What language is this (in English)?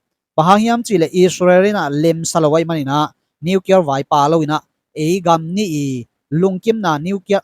Tedim Chin